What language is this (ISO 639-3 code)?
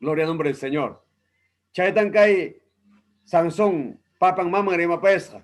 quy